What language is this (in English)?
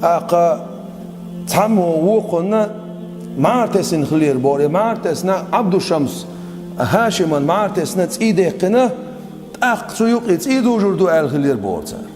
Chechen